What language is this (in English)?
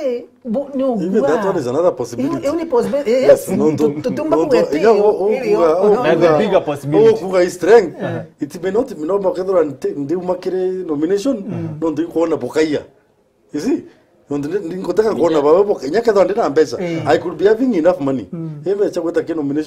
Meru